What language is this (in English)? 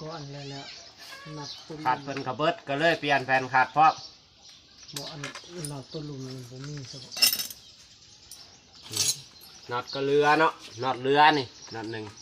Lao